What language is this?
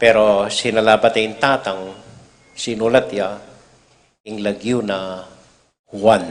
Pampanga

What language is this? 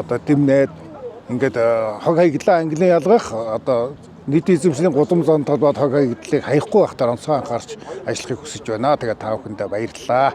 Mongolian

